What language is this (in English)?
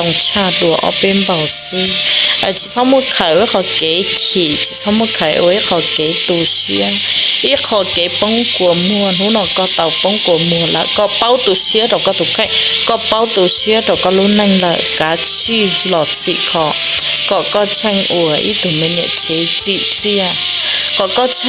Hmong